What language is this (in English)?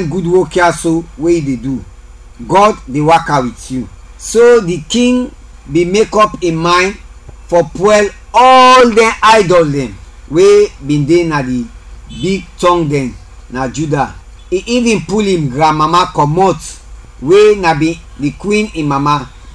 Krio